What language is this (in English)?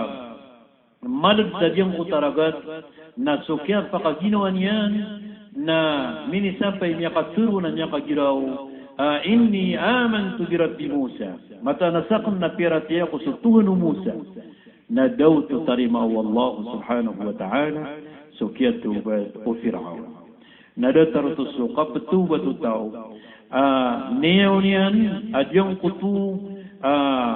Maranao